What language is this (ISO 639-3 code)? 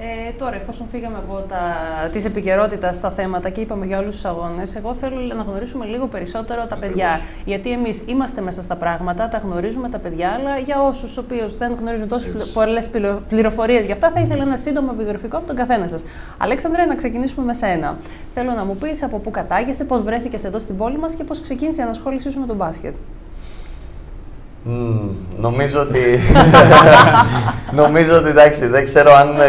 ell